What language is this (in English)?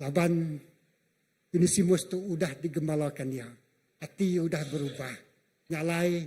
Iban